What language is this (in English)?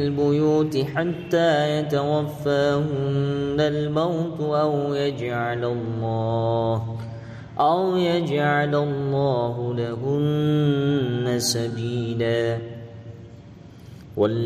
Arabic